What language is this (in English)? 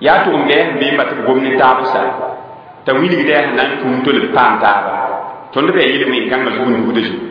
Mossi